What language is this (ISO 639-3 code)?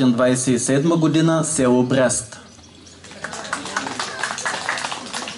bul